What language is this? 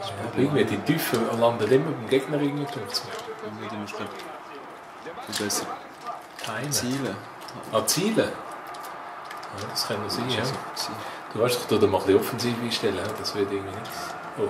Swiss German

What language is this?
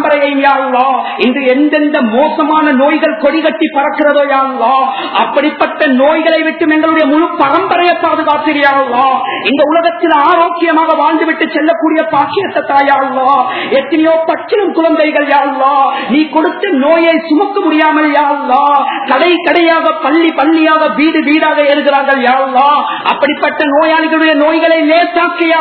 Tamil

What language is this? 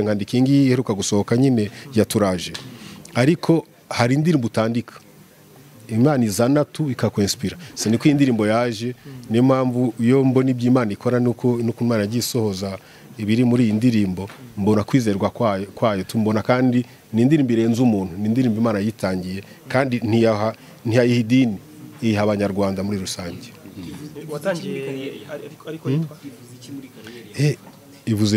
Kinyarwanda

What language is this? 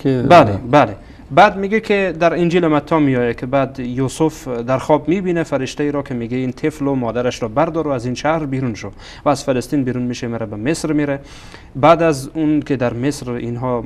Persian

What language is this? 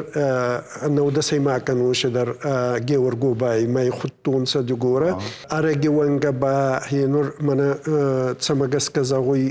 Ossetic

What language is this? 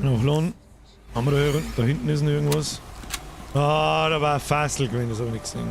Bavarian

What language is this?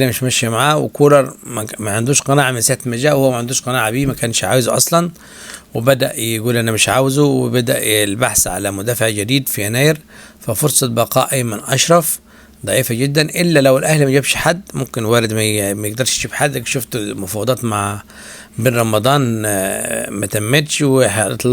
Egyptian Arabic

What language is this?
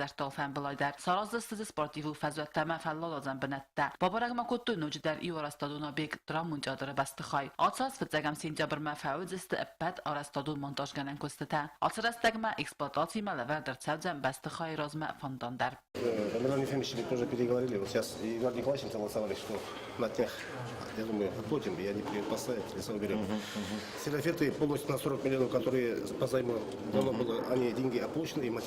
Ossetic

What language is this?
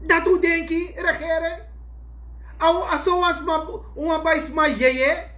Sranan Tongo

